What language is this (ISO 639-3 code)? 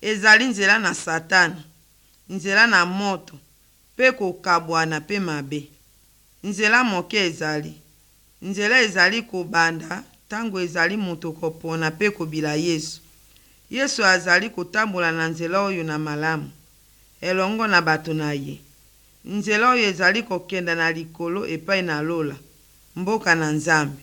lin